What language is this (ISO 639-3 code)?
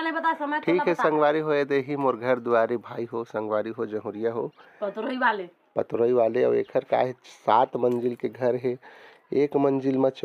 hne